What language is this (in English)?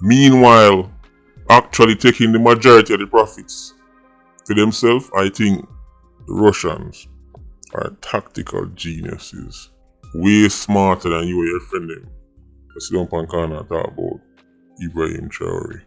Jamaican Creole English